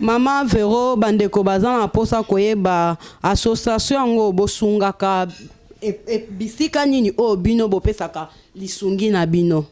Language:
Lingala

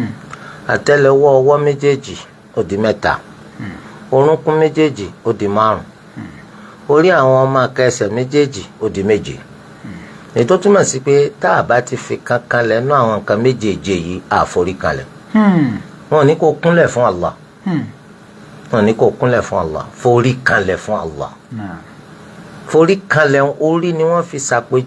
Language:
Yoruba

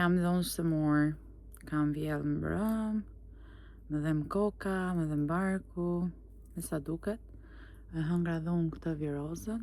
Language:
Albanian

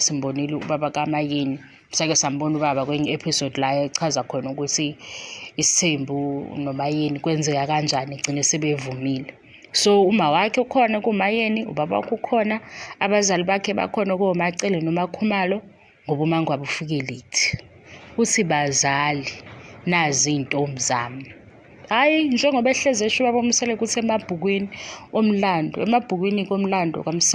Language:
Zulu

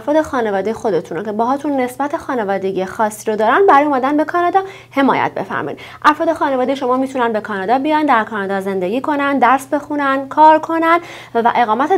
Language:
Persian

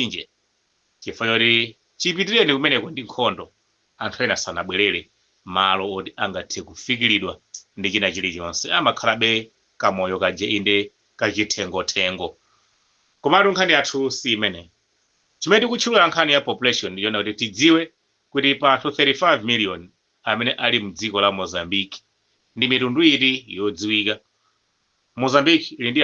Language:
Nyanja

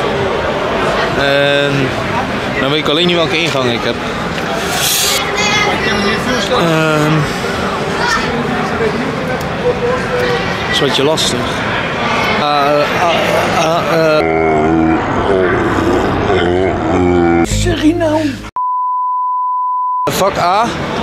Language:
Dutch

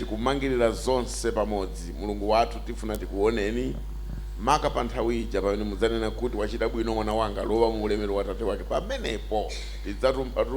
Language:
Nyanja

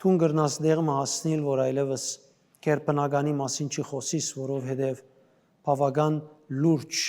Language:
Western Armenian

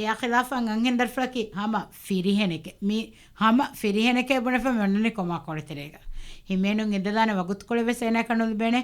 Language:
Divehi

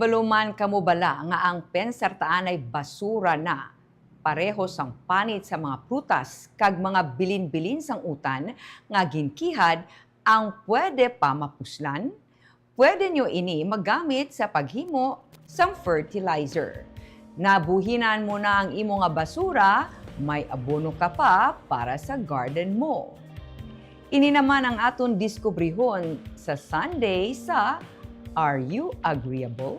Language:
Hiligaynon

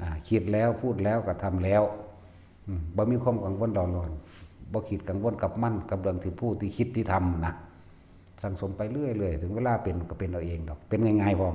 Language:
Northeastern Thai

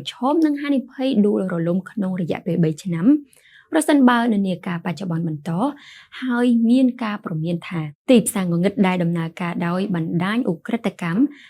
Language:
Khmer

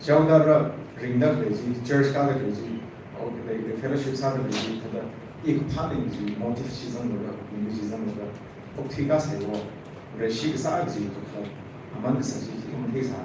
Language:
Tangkhul Naga (India)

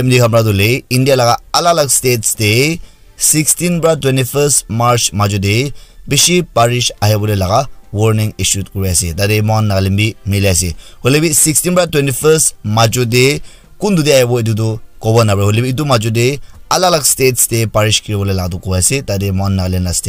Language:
Naga Pidgin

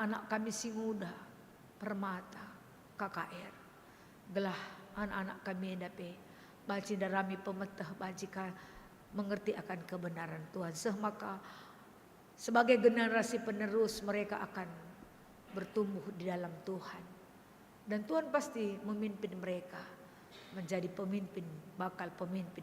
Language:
Batak Karo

